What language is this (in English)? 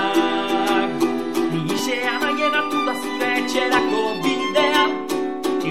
Basque